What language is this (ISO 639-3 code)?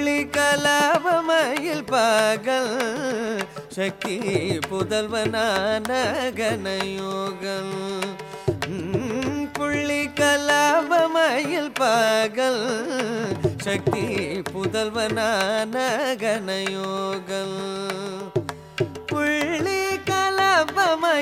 tam